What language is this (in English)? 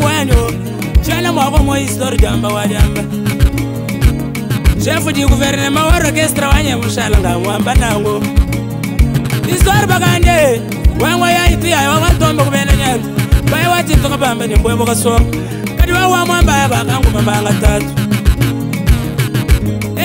Luba-Lulua